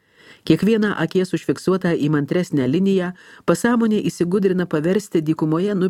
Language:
Lithuanian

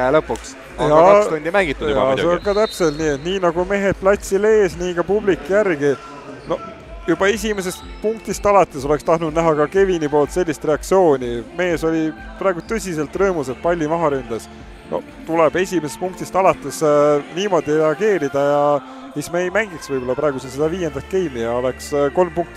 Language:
Estonian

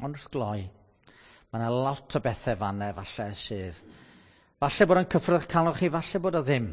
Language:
Welsh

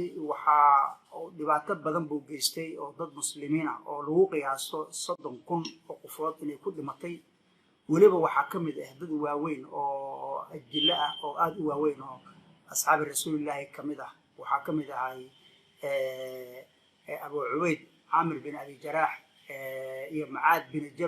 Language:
Somali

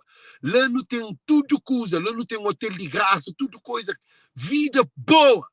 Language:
Kabuverdianu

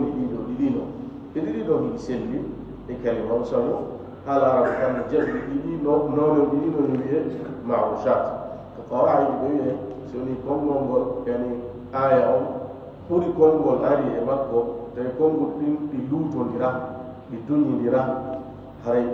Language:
Fula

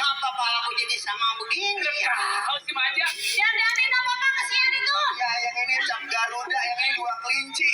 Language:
Betawi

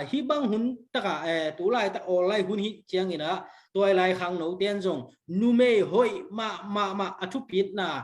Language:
Tedim Chin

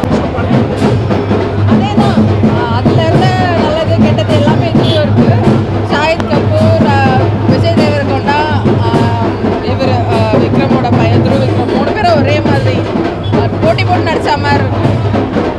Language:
Tamil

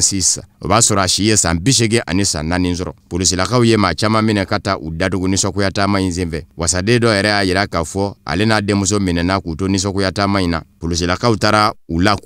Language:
Bambara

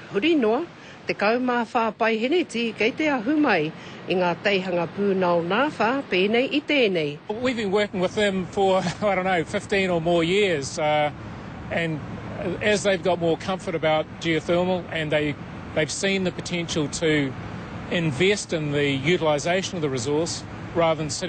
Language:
Māori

